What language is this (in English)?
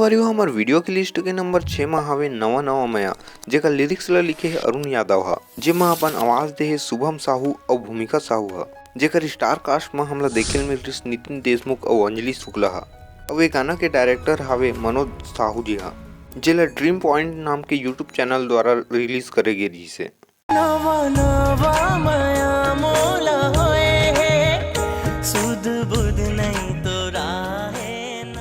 Chhattisgarhi